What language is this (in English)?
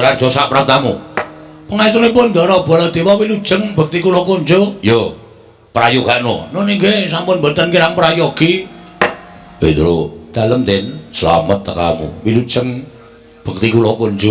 Javanese